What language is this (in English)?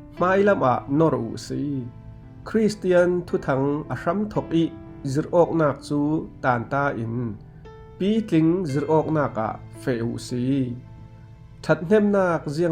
Falam Chin